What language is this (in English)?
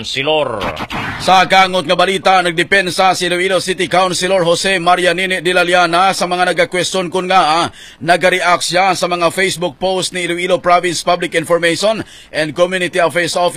Hiligaynon